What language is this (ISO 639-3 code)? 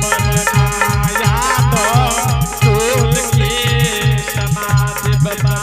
anp